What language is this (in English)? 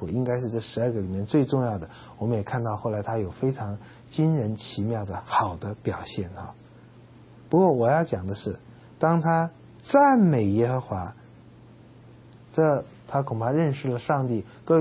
Chinese